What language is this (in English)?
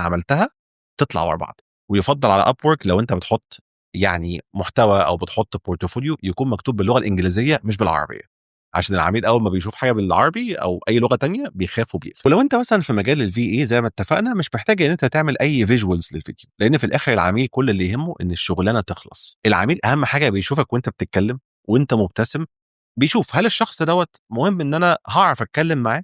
Egyptian Arabic